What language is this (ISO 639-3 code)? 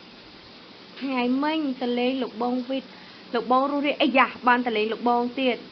khm